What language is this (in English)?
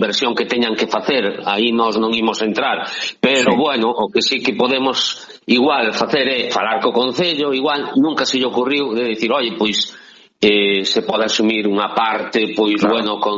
Galician